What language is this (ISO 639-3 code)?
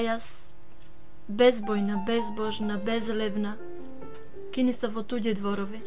mkd